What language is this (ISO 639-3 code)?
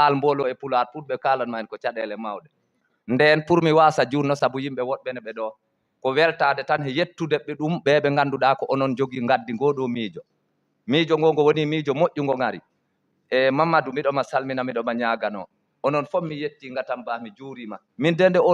ful